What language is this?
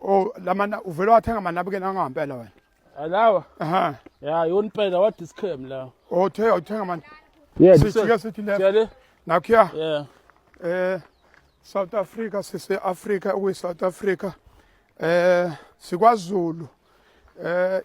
Zulu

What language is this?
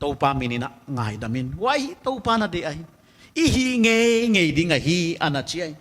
Paite Chin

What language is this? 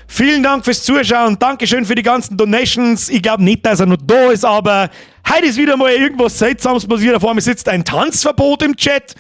Bavarian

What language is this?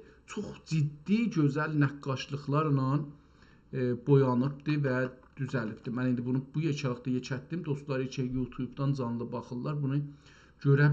South Azerbaijani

